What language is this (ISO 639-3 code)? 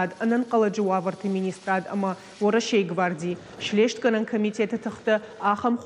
oss